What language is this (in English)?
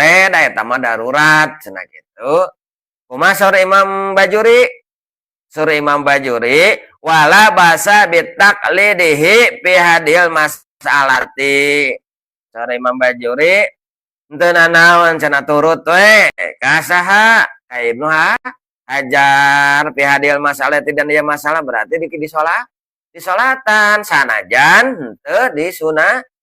Sundanese